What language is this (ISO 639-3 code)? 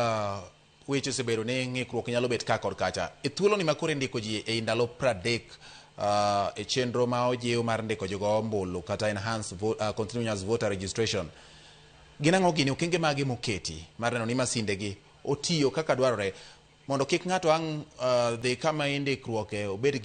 luo